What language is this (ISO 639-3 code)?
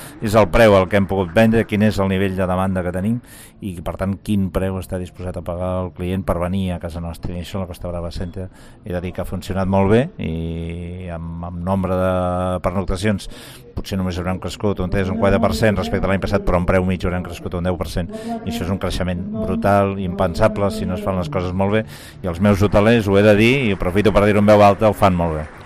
cat